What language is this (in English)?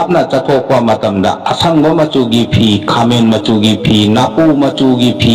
Manipuri